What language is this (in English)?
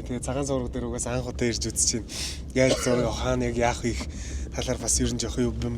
Mongolian